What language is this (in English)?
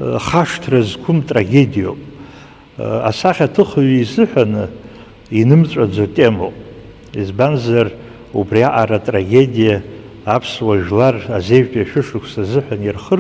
Abkhazian